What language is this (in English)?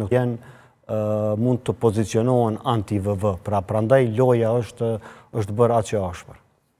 Albanian